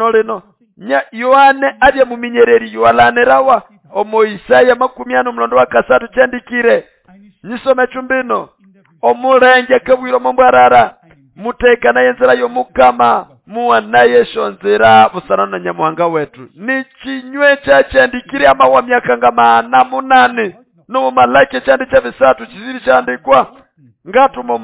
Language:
Nande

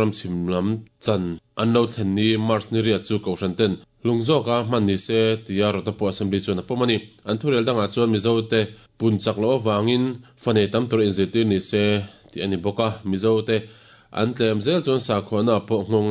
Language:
Mizo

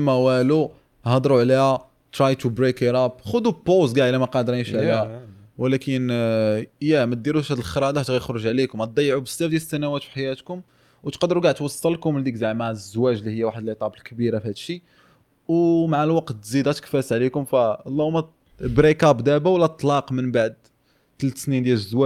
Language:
Moroccan Arabic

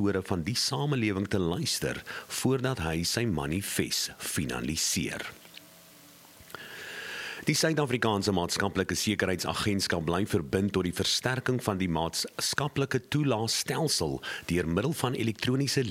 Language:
Afrikaans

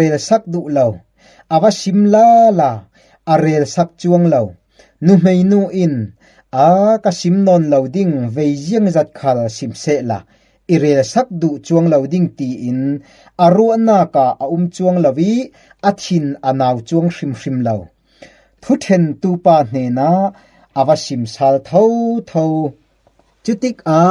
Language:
Falam Chin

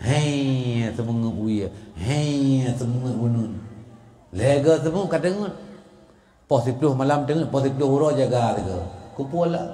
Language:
Achinese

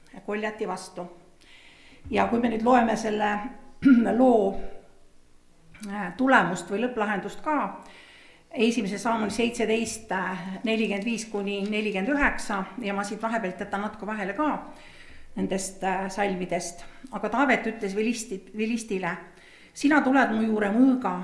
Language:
Estonian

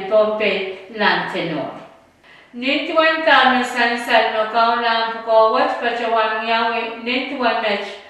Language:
Pohnpeian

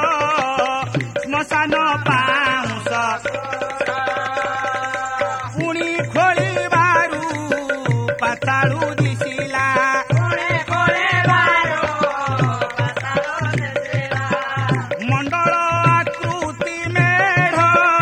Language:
Odia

